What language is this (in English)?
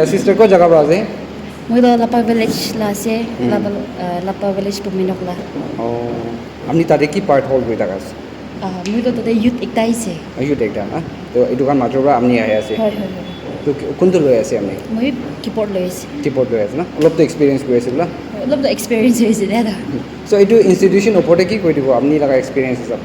Naga Pidgin